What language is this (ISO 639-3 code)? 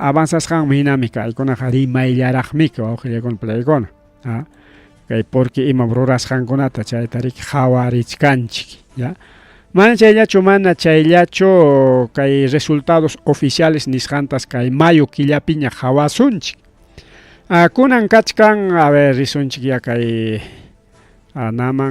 quy